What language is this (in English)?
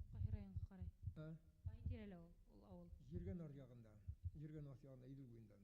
Bashkir